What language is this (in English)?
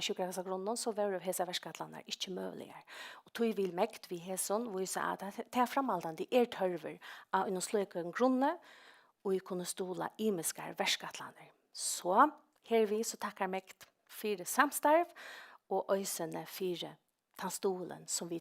Faroese